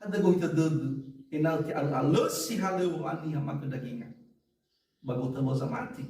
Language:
Nias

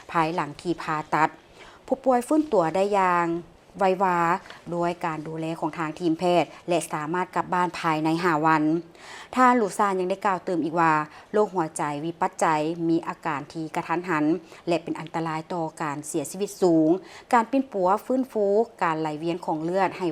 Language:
Lao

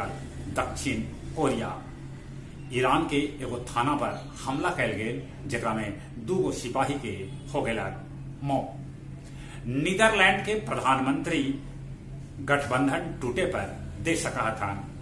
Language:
Magahi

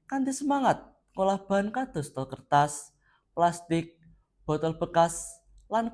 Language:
Javanese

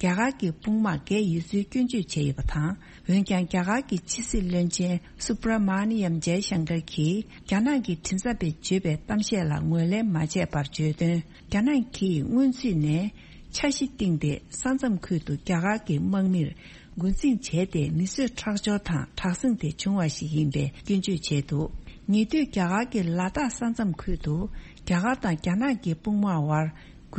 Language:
Tibetan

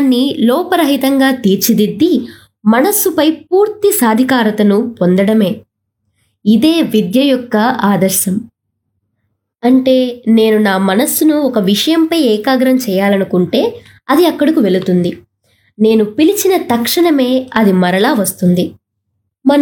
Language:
Telugu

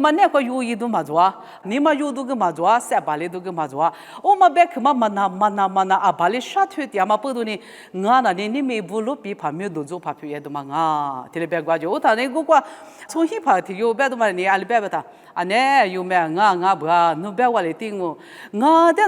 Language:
Lisu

